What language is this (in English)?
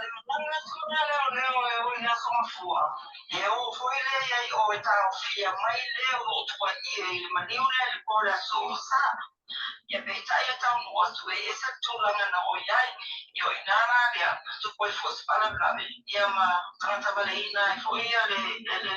Samoan